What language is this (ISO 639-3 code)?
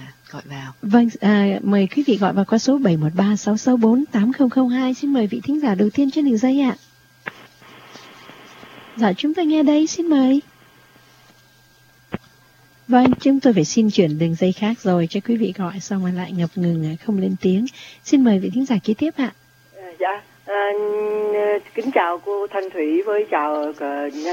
vie